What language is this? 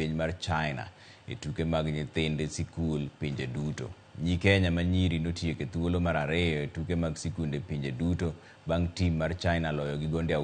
Luo (Kenya and Tanzania)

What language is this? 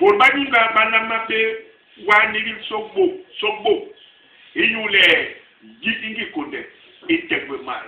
Basaa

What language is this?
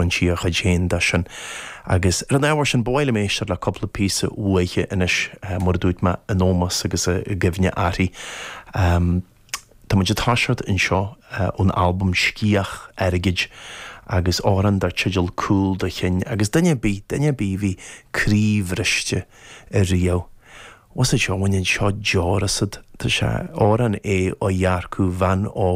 Irish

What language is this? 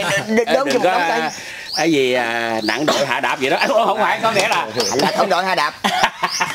Vietnamese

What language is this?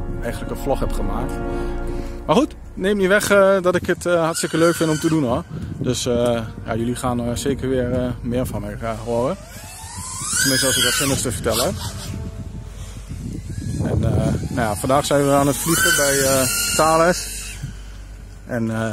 Dutch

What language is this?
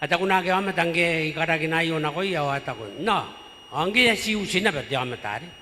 Gilbertese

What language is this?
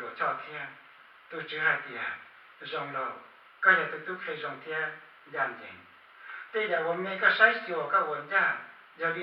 Hmong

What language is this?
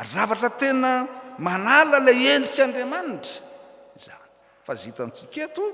Malagasy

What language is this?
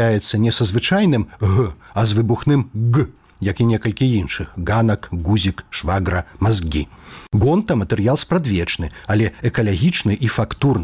Belarusian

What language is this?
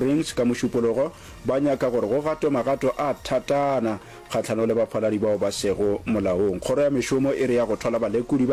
Northern Sotho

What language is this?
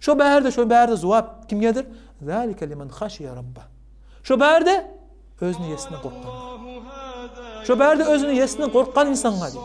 Kumyk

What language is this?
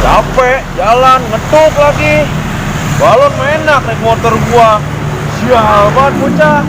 Betawi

